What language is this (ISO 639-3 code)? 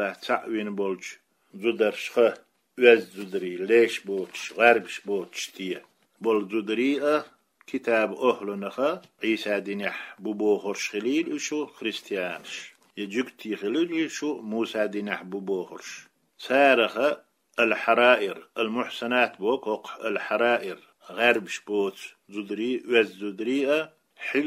che